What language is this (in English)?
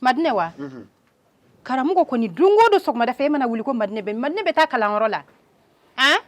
Bambara